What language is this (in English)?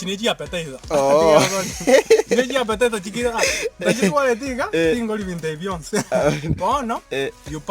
Gusii